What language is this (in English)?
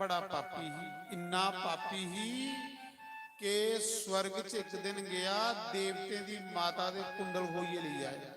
Dogri